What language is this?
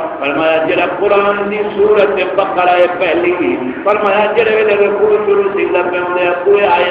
Saraiki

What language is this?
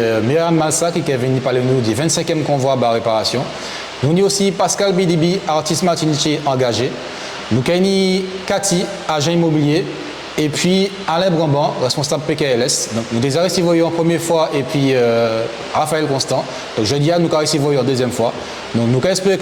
Guadeloupean Creole French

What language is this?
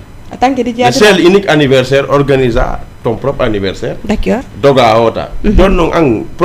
Fula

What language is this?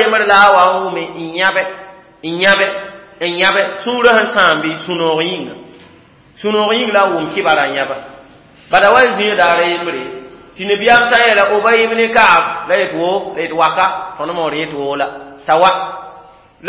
Mossi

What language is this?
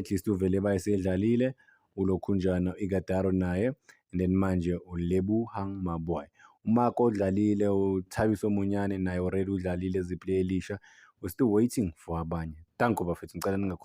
Zulu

